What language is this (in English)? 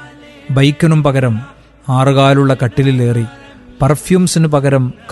Malayalam